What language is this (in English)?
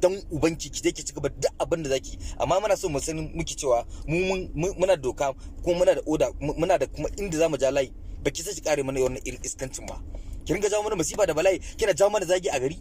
Hausa